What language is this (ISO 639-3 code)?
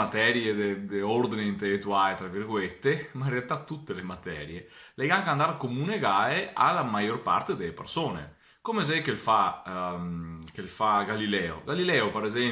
vec